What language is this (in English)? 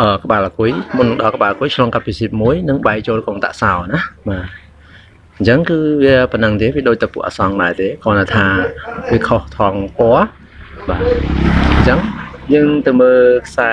Khmer